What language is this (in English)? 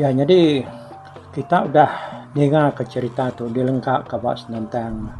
Iban